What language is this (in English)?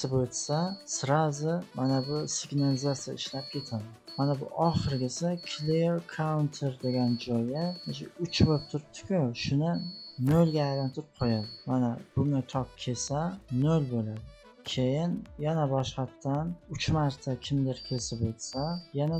Uzbek